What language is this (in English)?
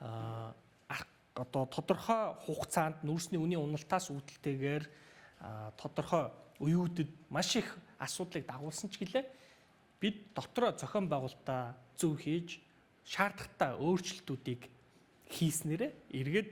Mongolian